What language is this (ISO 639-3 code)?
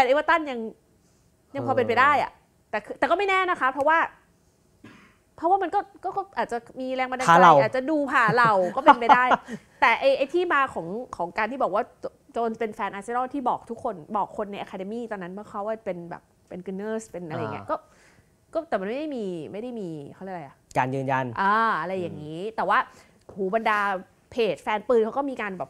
tha